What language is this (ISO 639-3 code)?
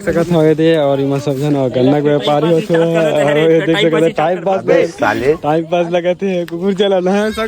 hne